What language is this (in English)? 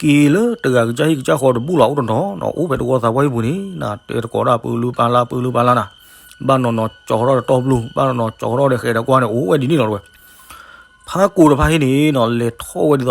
S'gaw Karen